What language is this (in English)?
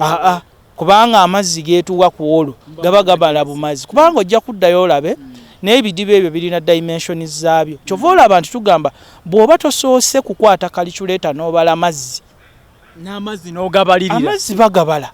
Ganda